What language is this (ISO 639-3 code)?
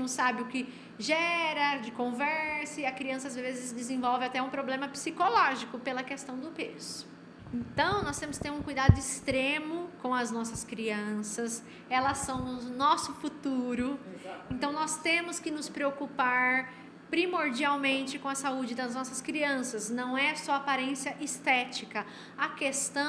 por